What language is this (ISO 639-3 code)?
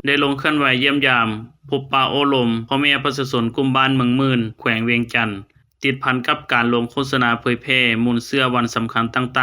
lao